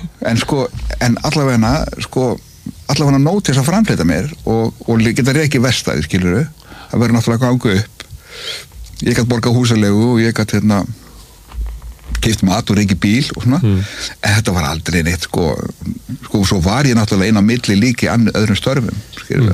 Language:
Icelandic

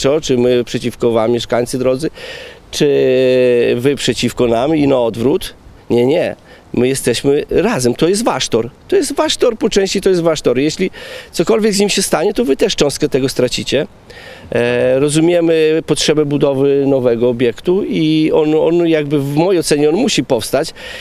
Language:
Polish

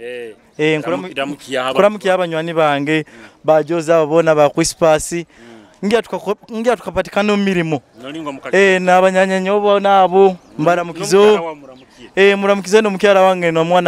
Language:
Nyoro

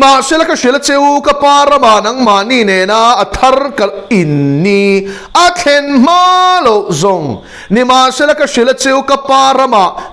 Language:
Mizo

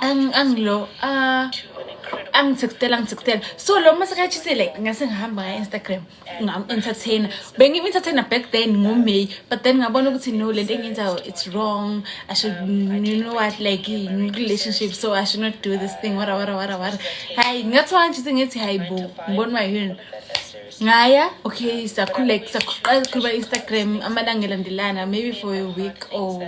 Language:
Zulu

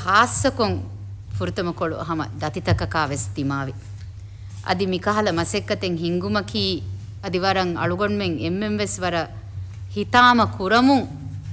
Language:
Divehi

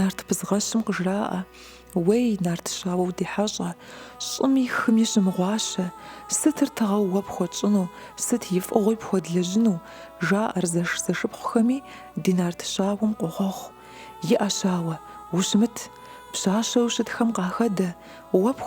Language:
Kabardian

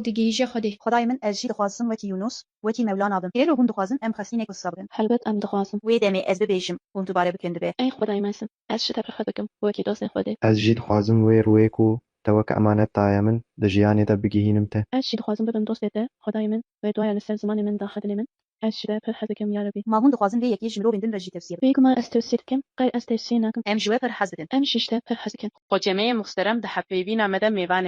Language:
Kurdish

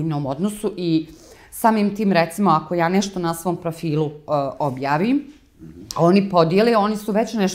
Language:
Bosnian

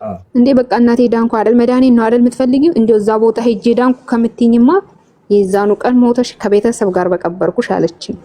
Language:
Amharic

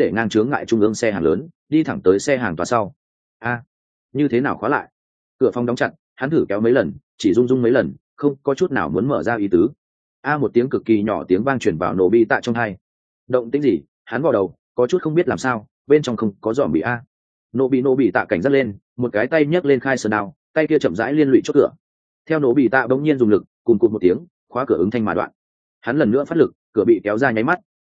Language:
Vietnamese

